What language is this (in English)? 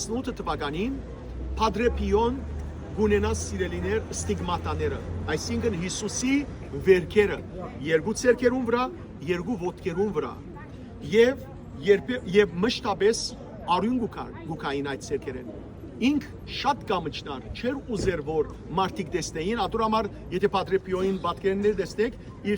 Western Armenian